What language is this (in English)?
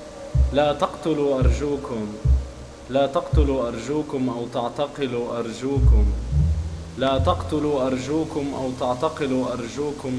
Arabic